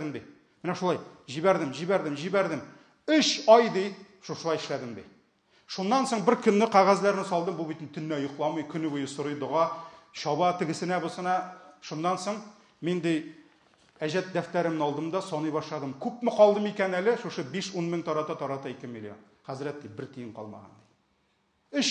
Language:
Tatar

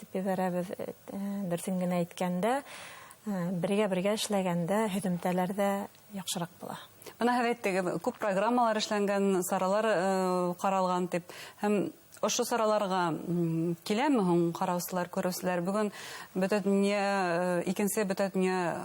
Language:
Bashkir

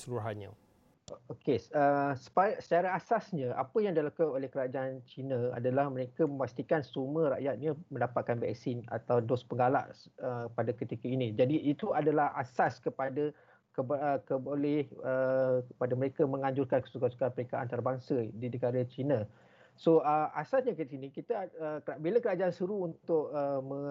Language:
Malay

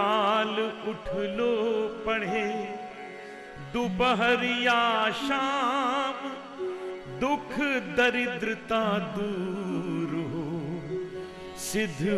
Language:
Hindi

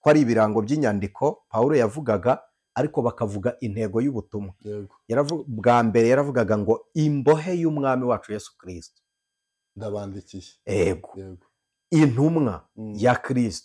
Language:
Kinyarwanda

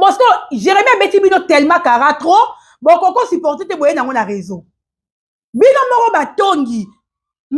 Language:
Lingala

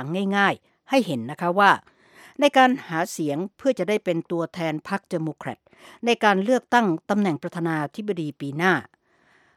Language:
Thai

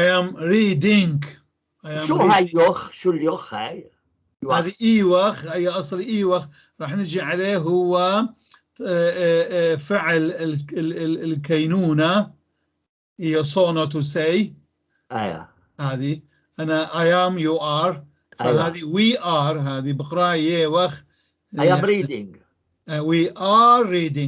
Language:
North Levantine Arabic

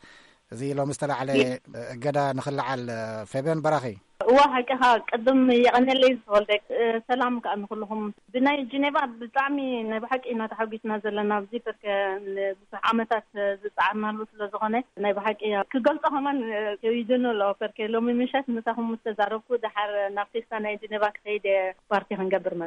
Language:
Tigrinya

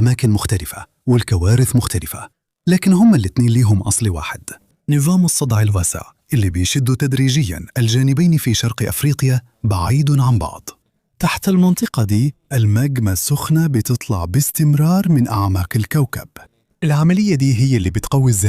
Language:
Egyptian Arabic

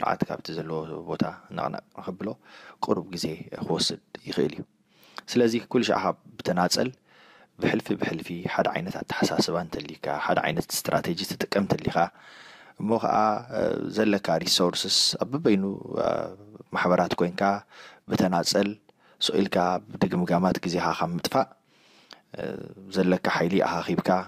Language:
Tigrinya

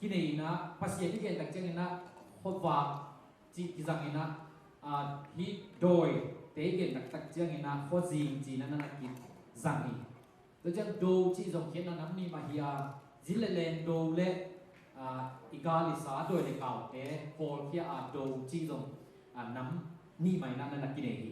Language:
Tedim Chin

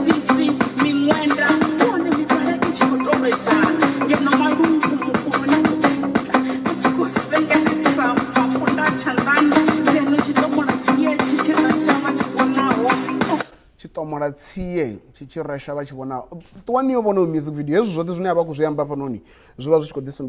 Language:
Venda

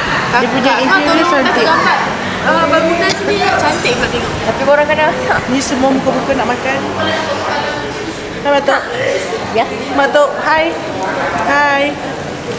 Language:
Malay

